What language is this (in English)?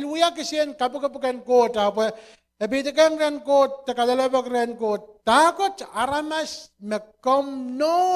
Pohnpeian